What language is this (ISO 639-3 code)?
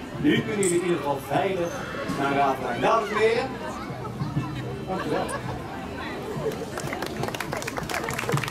nld